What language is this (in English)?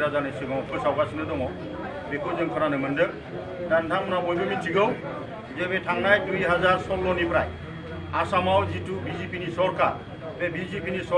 Bodo